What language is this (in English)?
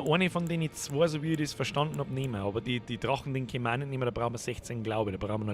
Bavarian